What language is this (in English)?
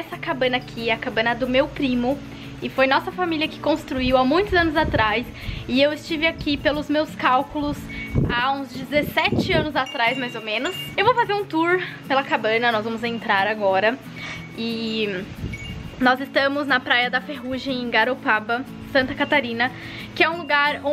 Portuguese